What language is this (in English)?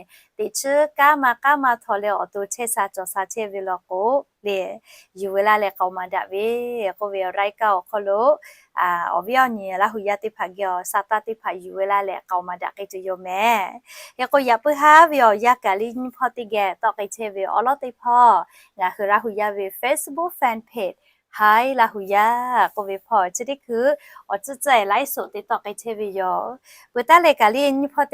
Lahu